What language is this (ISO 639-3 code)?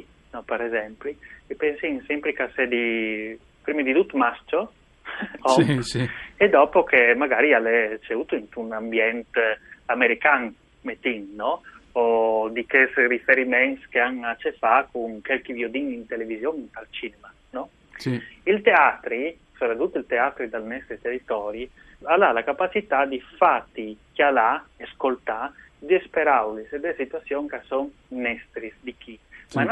fur